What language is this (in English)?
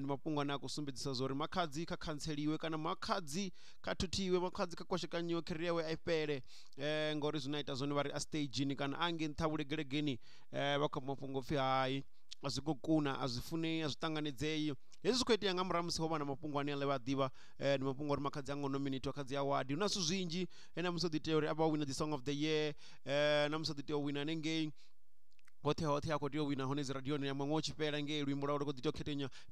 Venda